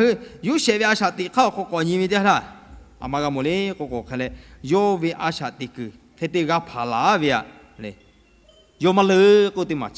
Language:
Lahu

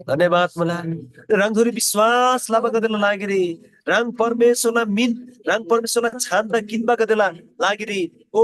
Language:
Eastern Tamang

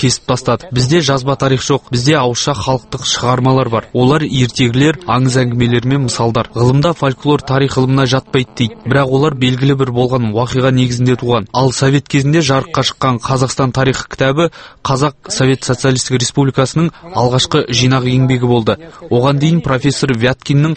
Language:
Kazakh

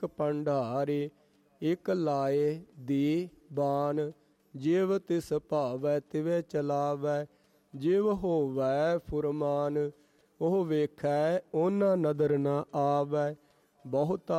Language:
Punjabi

